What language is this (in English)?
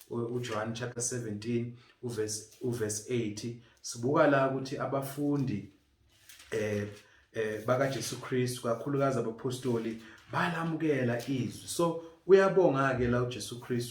Zulu